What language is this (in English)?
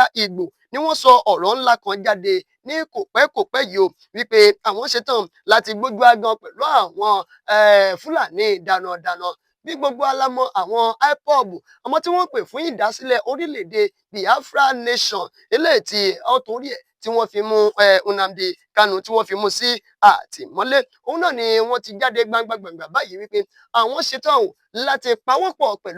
Yoruba